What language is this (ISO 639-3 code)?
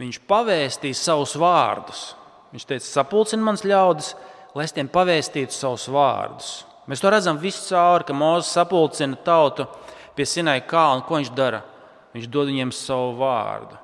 lav